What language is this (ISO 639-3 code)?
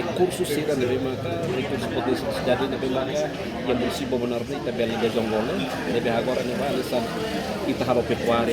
tet